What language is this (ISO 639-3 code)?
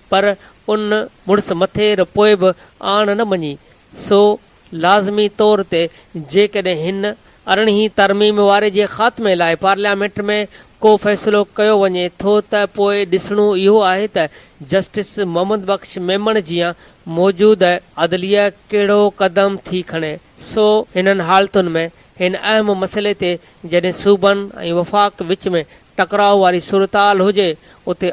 snd